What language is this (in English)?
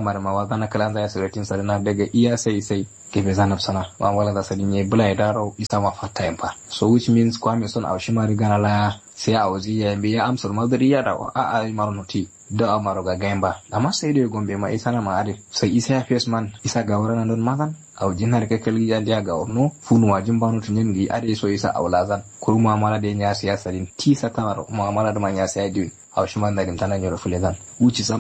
Kanuri